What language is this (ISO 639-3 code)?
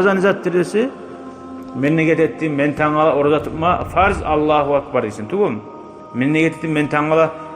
kum